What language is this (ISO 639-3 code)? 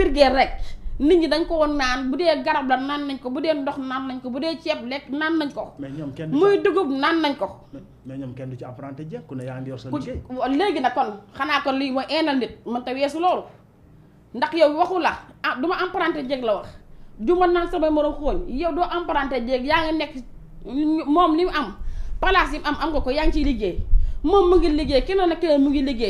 wol